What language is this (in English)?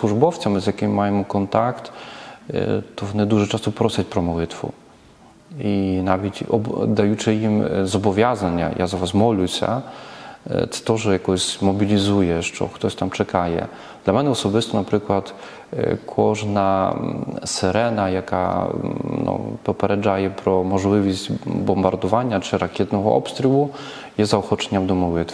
Ukrainian